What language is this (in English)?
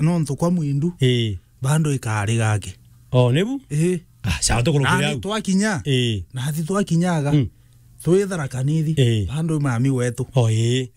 Meru